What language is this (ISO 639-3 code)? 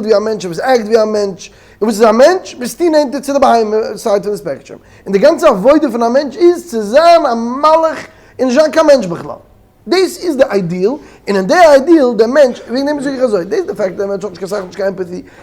yid